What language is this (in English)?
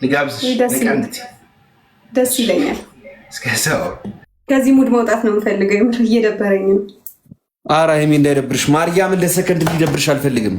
Amharic